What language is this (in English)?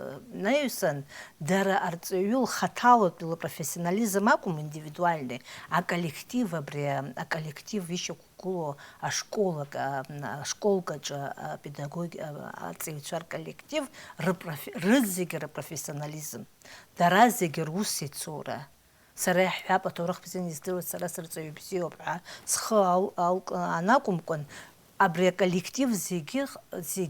Abkhazian